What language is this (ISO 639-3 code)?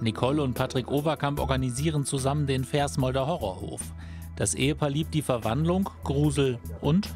deu